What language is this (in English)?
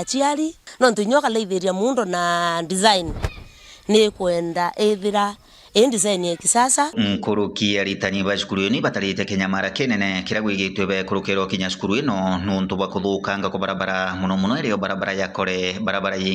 Meru